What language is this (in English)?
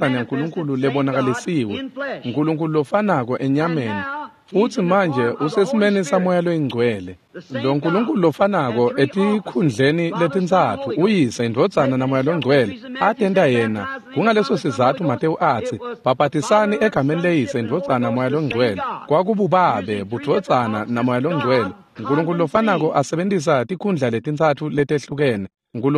Swati